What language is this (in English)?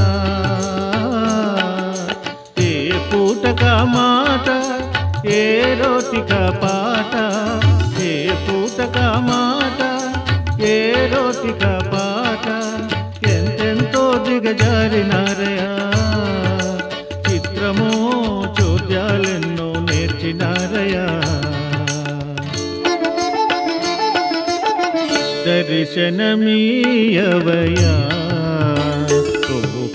Telugu